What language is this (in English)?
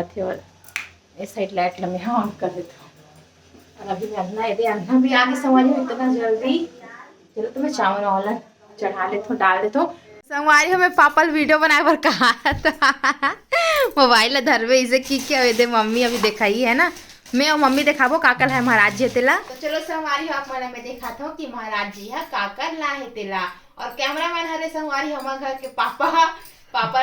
Chhattisgarhi